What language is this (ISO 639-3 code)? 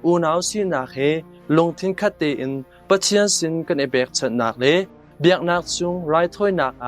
cnh